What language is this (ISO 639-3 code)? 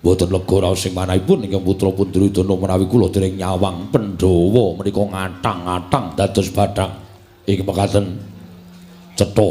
jav